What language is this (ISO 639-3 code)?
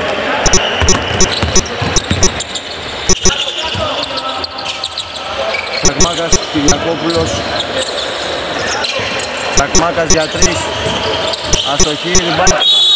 ell